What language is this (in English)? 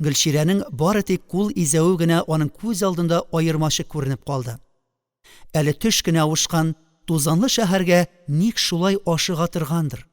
Tatar